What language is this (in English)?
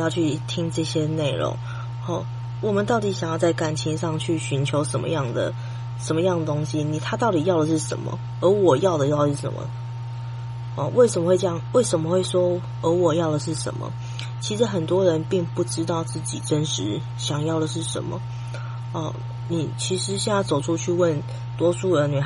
Chinese